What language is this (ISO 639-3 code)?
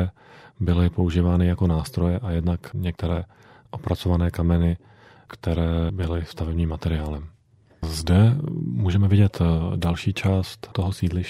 ces